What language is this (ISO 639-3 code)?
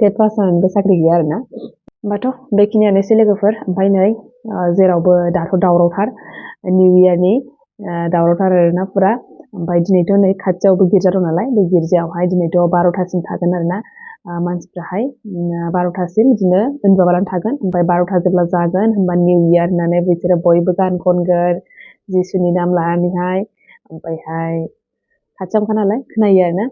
brx